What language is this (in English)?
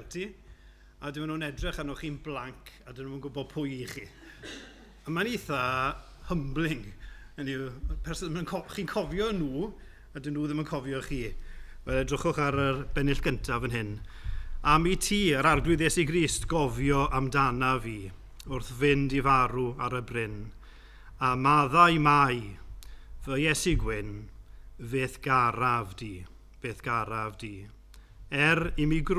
Welsh